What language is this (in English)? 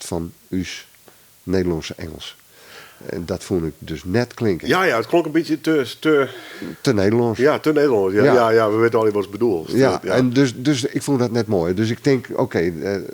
Western Frisian